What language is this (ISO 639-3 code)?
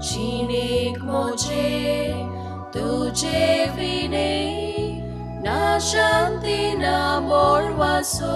kok